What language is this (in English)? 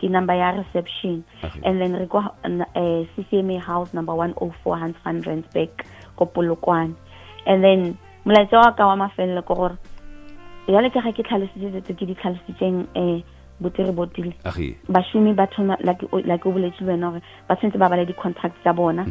Northern Sotho